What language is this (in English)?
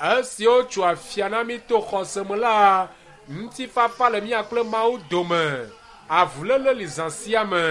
Ewe